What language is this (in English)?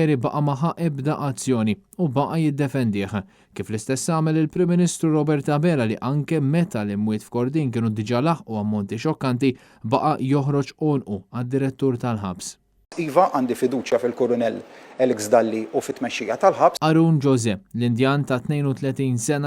Maltese